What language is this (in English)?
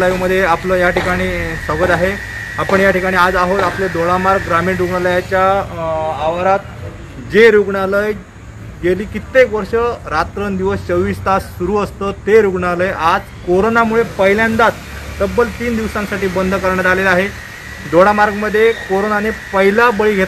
Marathi